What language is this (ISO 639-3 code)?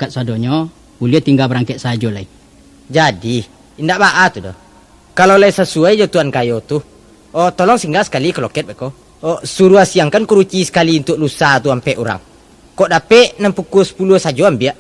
min